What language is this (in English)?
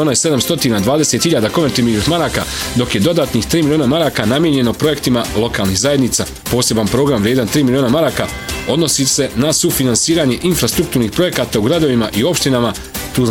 Bosnian